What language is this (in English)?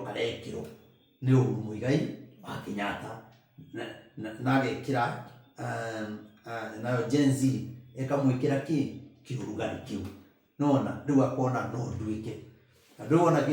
Kikuyu